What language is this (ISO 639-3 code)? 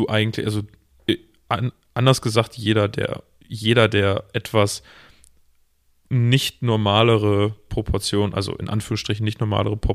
deu